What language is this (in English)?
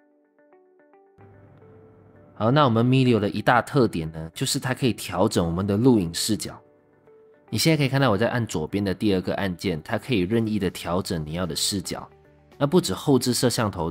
Chinese